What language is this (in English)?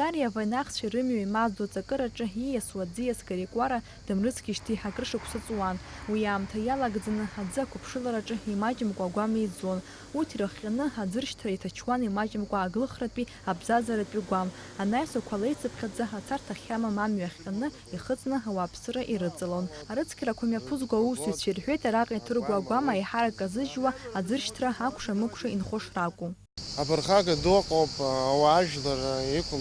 Abkhazian